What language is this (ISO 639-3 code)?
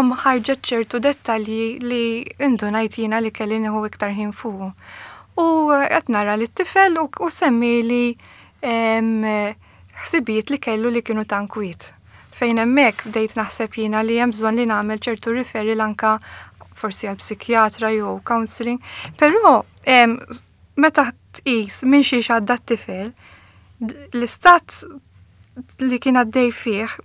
mlt